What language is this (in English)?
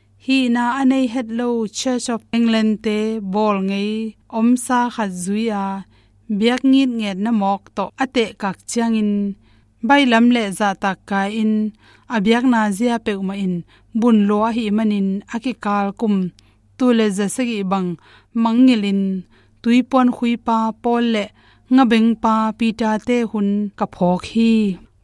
Tedim Chin